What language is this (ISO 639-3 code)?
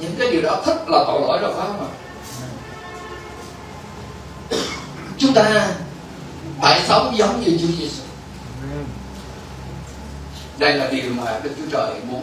vie